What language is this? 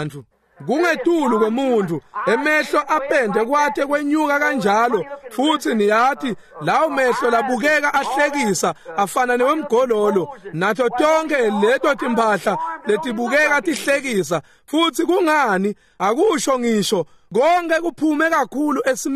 Swati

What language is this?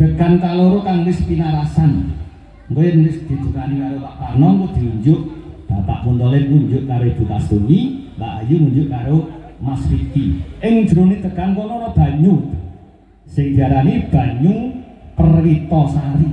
Javanese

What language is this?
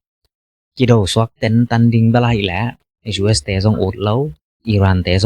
Tedim Chin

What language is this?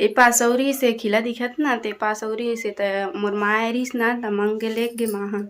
Chhattisgarhi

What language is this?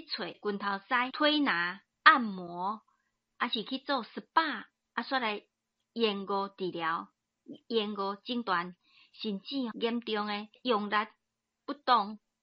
Min Nan Chinese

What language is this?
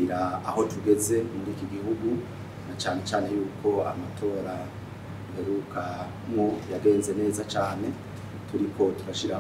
Rundi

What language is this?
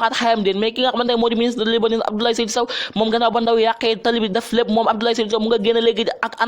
Wolof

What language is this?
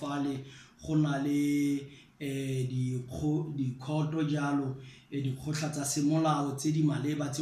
Tswana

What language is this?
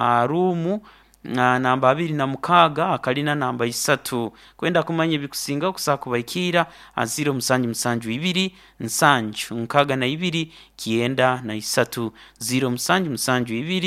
Nyankole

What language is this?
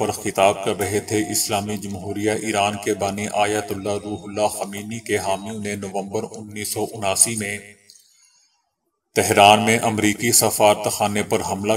Urdu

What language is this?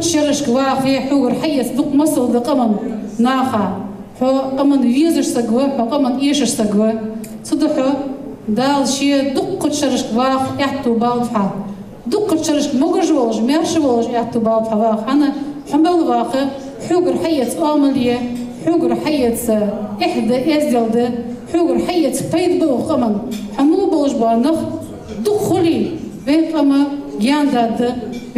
Ingush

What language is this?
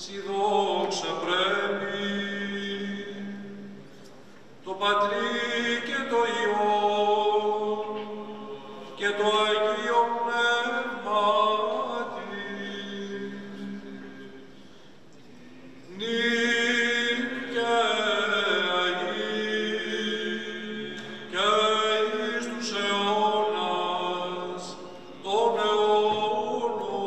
Greek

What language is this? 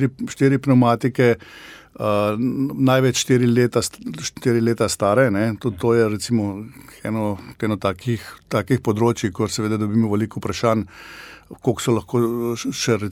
Slovenian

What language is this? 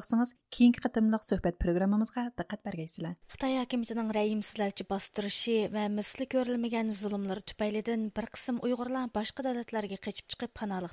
Uyghur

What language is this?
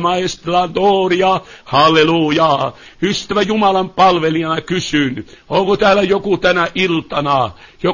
Finnish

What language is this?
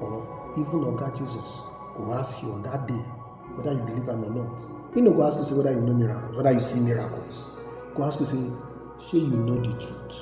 Nigerian Pidgin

